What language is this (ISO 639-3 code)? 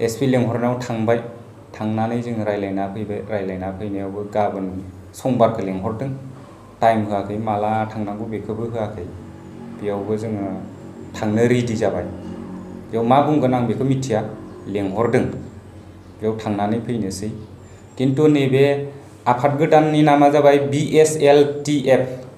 brx